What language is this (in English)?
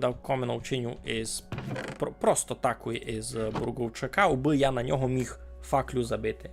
Rusyn